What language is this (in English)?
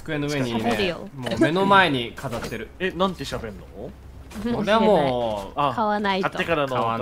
Japanese